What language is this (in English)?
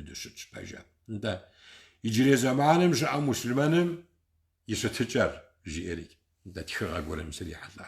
Kabardian